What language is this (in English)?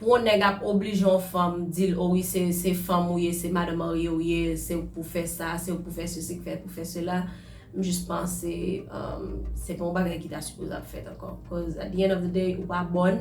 Haitian Creole